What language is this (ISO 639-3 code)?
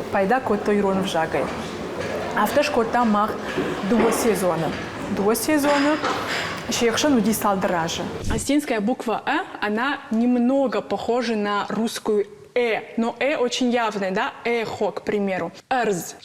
oss